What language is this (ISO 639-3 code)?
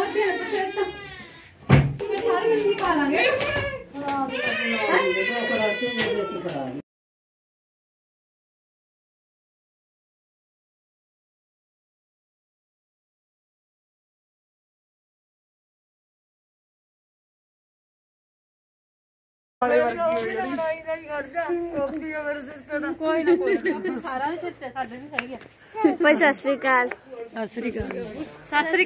pan